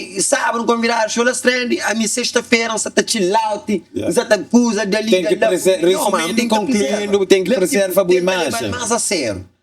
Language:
Kabuverdianu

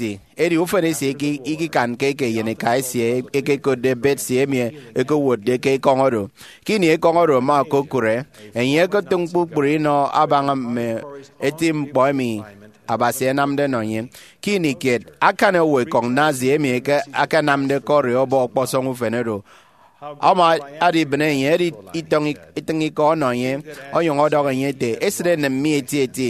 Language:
Efik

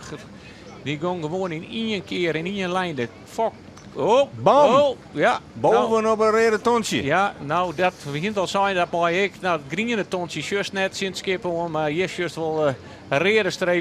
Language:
Western Frisian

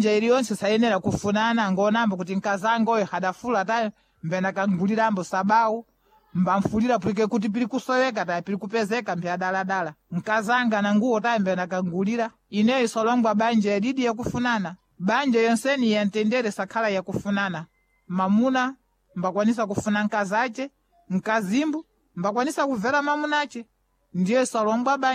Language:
Sena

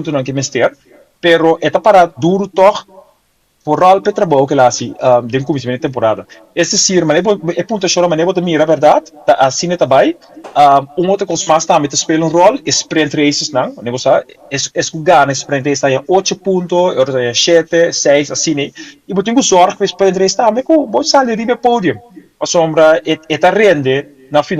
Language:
Papiamento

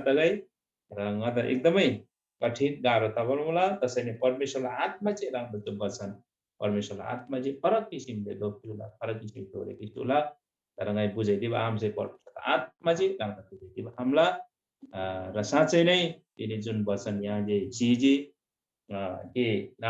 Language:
Eastern Tamang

